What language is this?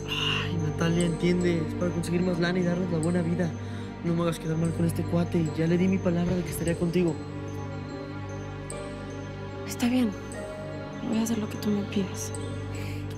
Spanish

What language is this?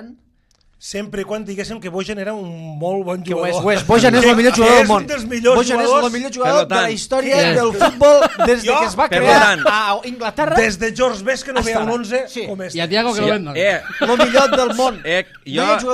Catalan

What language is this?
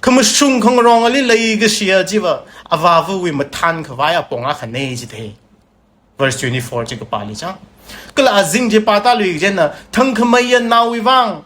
Tangkhul Naga (India)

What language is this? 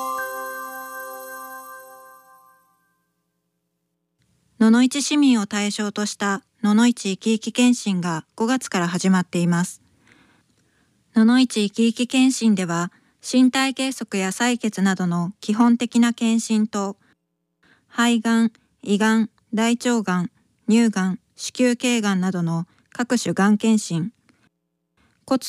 Japanese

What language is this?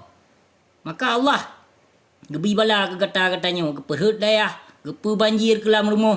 Achinese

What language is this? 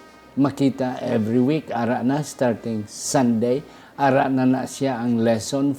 Hiligaynon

